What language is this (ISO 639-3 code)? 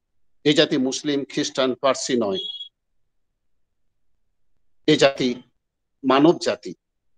ben